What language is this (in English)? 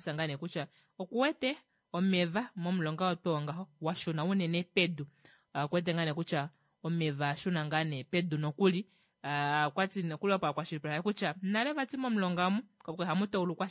Kuanyama